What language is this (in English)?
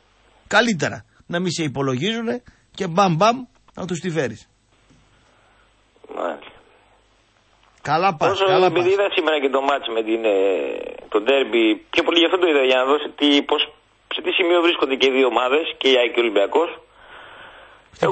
Greek